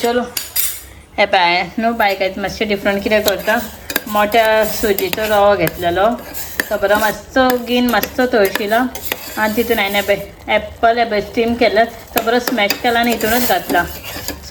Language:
Konkani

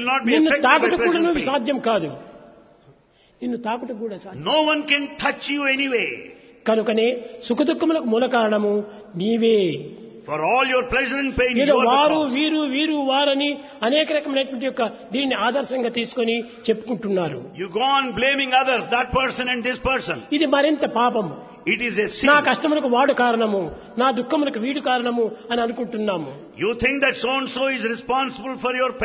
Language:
Telugu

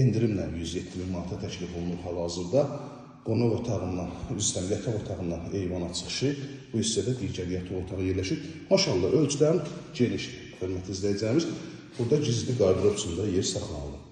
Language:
Azerbaijani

